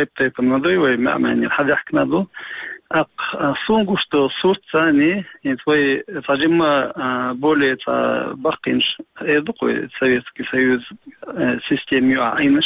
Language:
Chechen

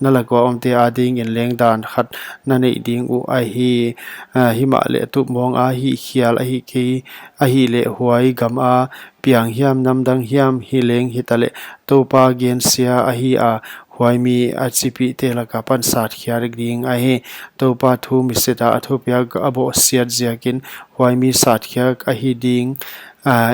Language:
Paite Chin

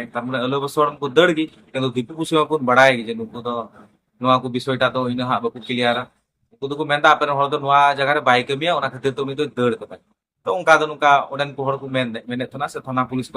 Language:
Santali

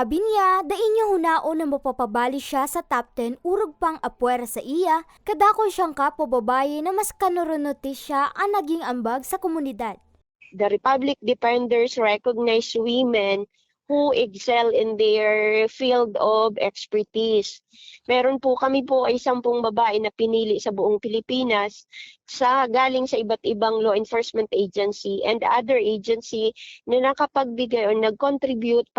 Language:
Bikol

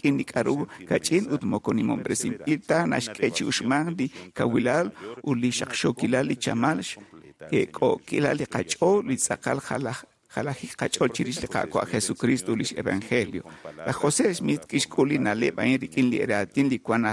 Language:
Kekchí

